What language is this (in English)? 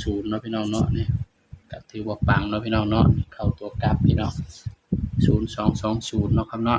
Northeastern Thai